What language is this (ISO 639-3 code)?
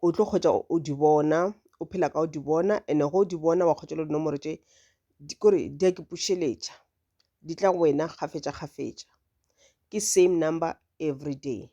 nso